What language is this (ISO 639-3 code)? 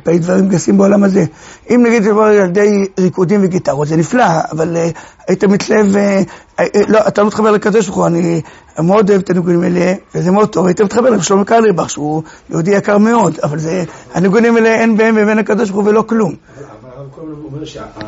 heb